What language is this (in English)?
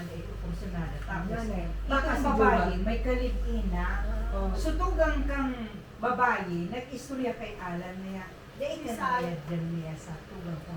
Bikol